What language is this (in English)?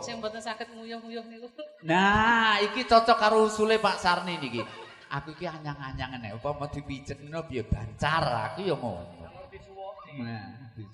Javanese